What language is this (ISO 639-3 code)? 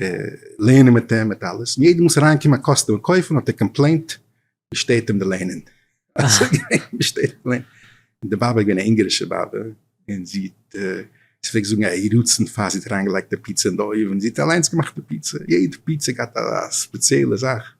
yid